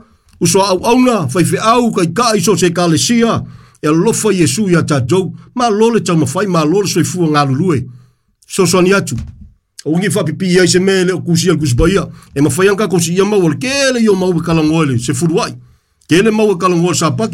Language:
Samoan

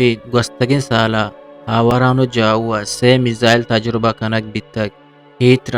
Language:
Eastern Balochi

